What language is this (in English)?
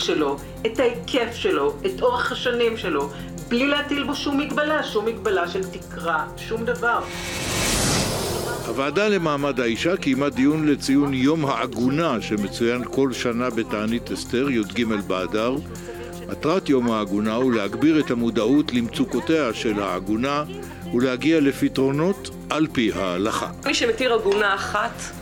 Hebrew